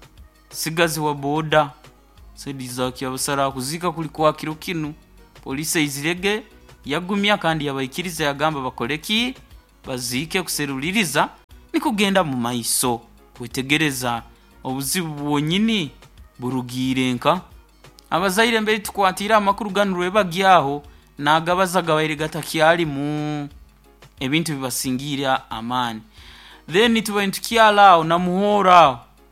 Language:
Nyoro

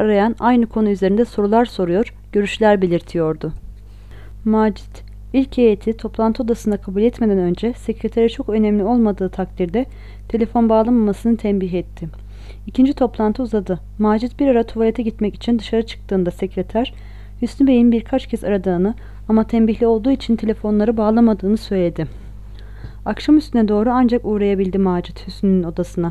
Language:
Turkish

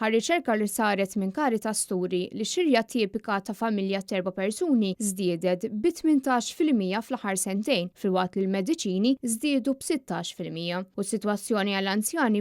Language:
Maltese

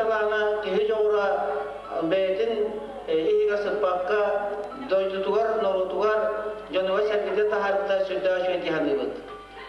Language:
Yakut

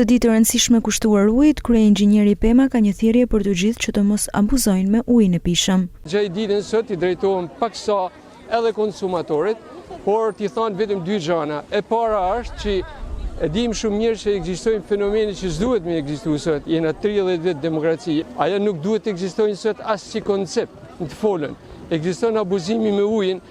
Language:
Albanian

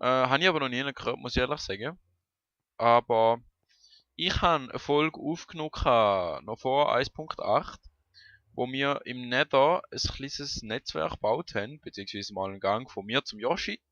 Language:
Swiss German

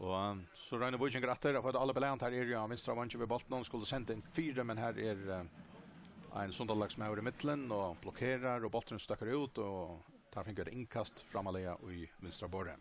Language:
Faroese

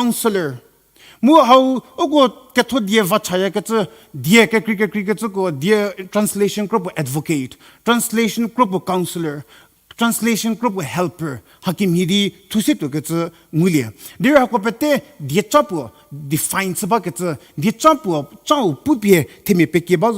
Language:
Angami Naga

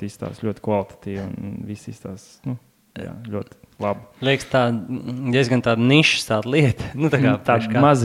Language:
Latvian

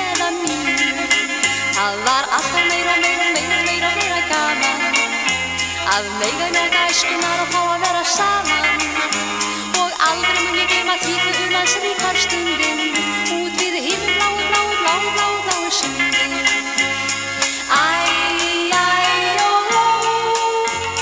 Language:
Icelandic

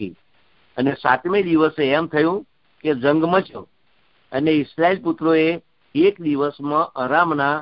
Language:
Gujarati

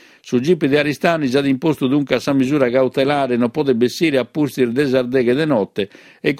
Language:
Sardinian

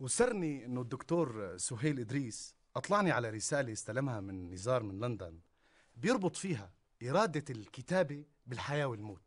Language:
North Levantine Arabic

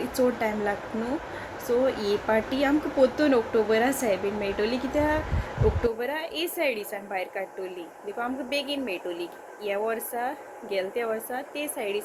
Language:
Konkani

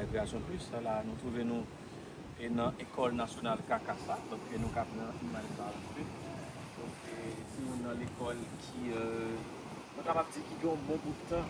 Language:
Haitian Creole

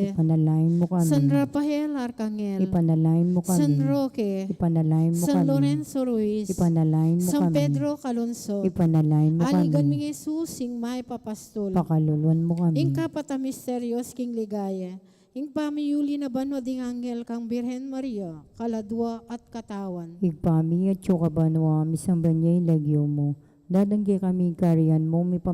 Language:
Pampanga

